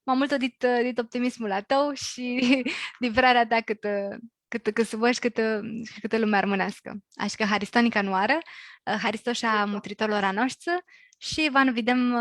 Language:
Aromanian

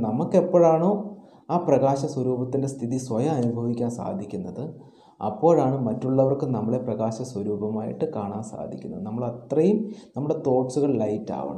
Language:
Malayalam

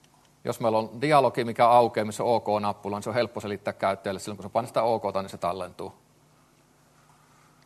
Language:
Finnish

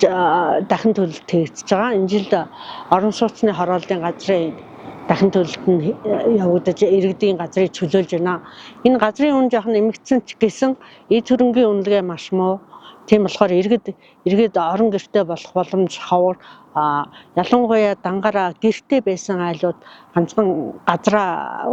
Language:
Mongolian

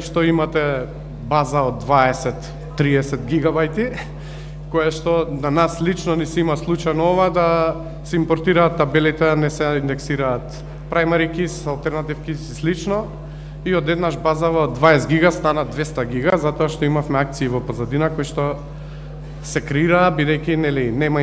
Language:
Macedonian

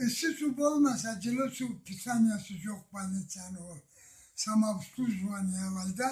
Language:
Karachay-Balkar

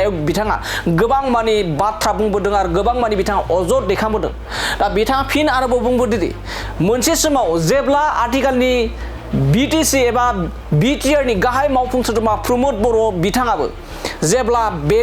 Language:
Bodo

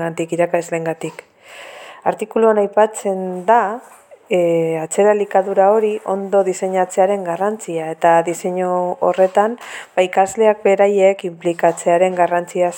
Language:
Basque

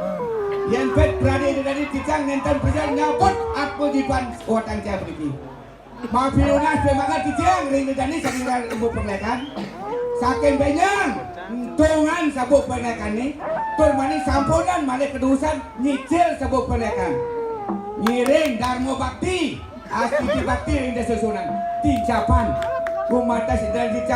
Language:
Balinese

